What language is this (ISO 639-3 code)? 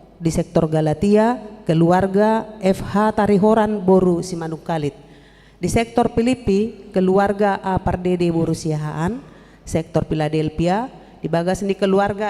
bbc